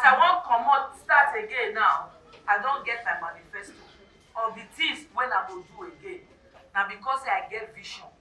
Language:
Nigerian Pidgin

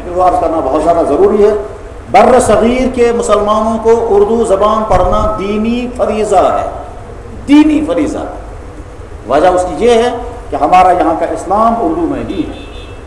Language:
Urdu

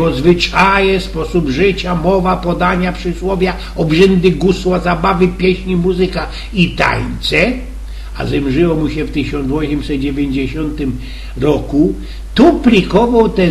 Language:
Silesian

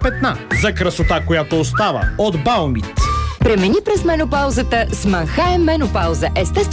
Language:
Bulgarian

